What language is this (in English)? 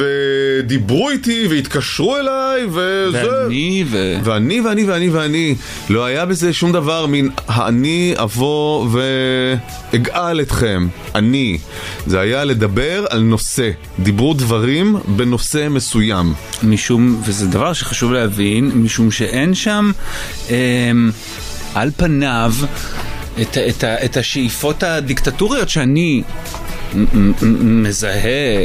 Hebrew